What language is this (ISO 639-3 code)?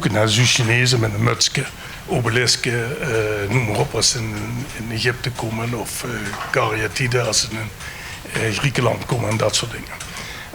lim